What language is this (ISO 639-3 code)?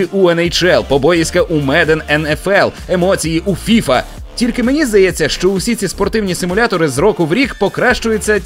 ukr